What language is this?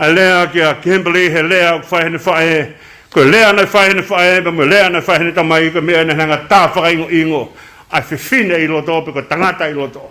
Tongan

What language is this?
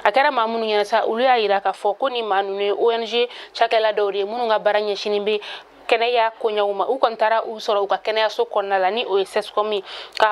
Bambara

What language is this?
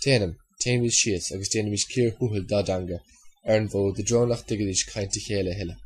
Irish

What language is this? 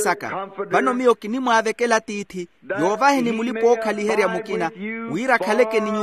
Makhuwa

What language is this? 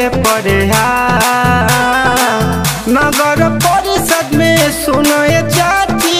Bhojpuri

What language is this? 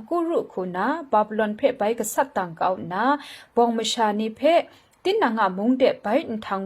Kachin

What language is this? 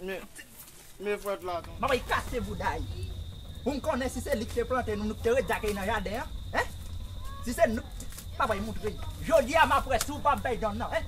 Haitian Creole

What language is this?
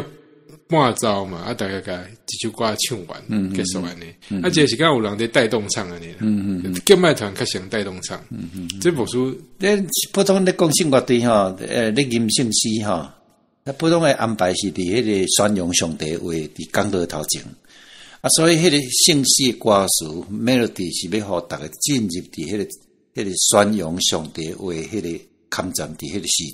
Min Nan Chinese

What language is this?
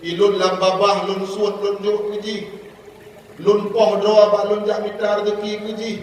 Achinese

